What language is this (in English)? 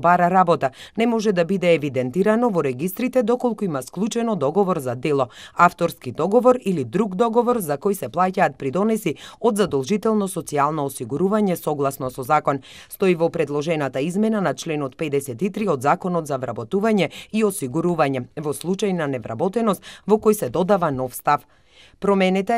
Macedonian